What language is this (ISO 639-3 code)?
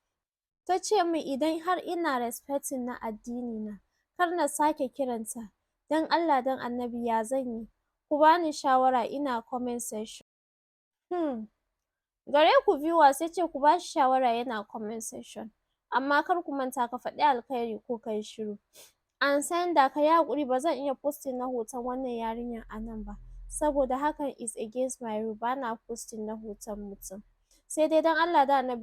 hau